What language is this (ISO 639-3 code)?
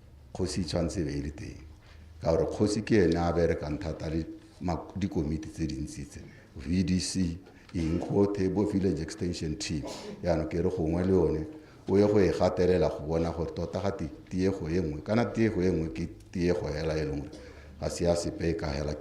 tsn